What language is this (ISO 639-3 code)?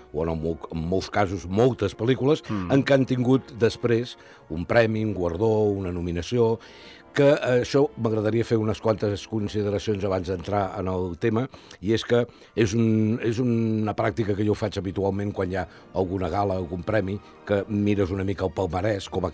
cat